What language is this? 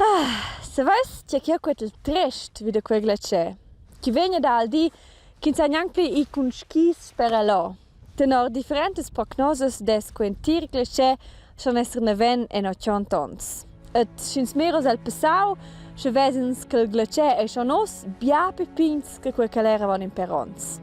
Romansh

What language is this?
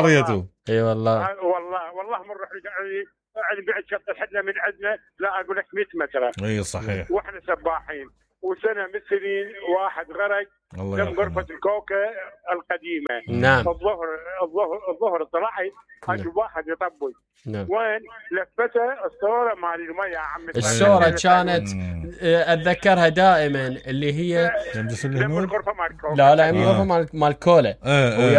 Mesopotamian Arabic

